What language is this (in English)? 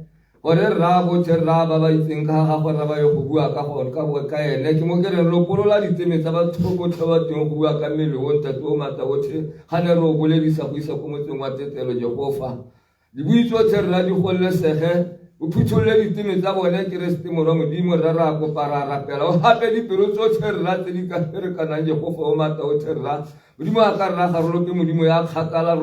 Tswana